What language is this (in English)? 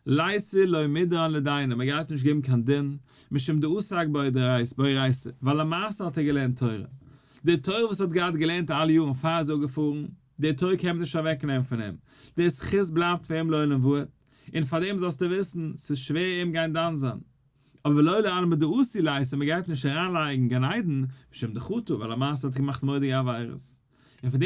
Yiddish